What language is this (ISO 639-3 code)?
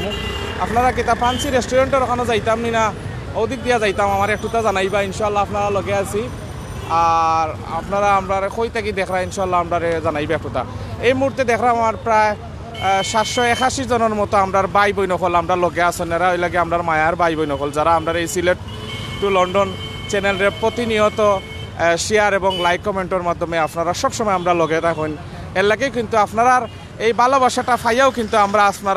syl